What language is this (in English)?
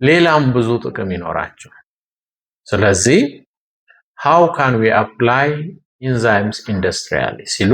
Amharic